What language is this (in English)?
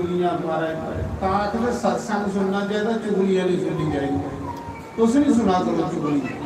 Dogri